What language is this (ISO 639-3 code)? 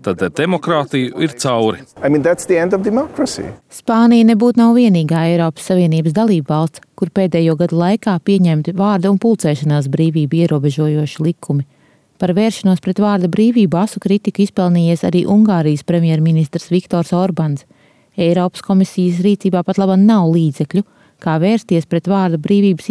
lav